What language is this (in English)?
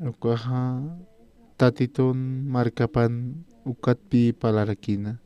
Aymara